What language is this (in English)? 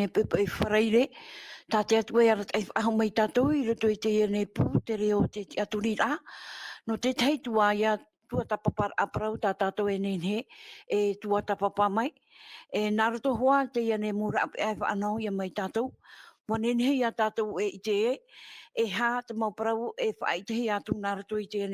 Tahitian